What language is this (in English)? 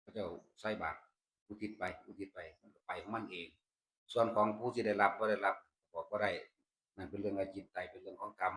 Northeastern Thai